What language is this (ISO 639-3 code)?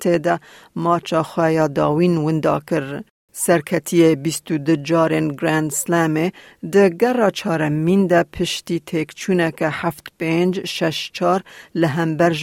kur